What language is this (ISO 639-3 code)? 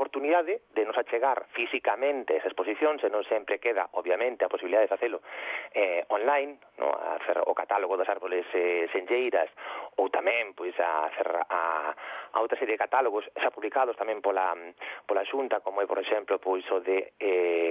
glg